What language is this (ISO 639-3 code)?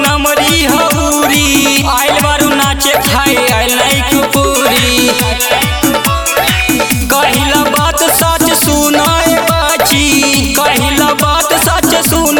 bho